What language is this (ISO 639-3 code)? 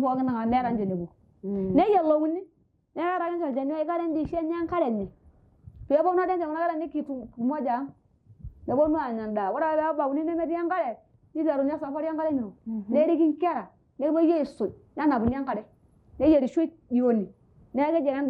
mas